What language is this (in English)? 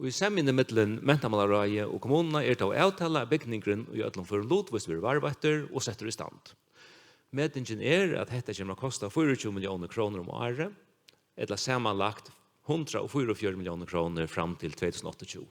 Faroese